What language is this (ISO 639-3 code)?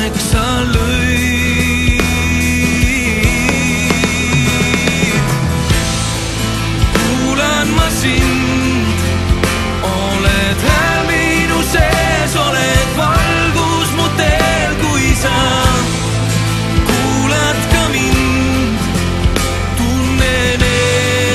est